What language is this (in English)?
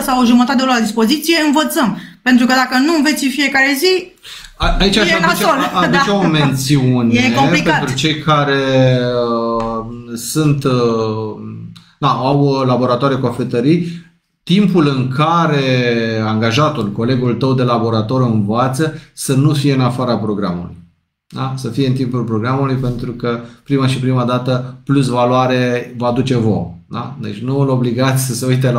Romanian